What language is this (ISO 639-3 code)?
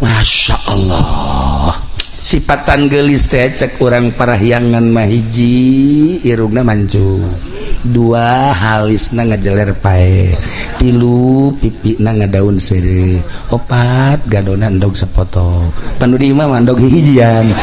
sun